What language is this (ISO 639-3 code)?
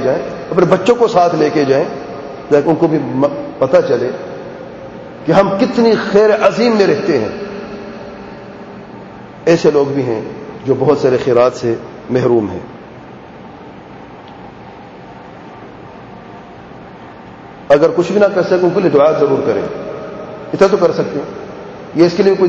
urd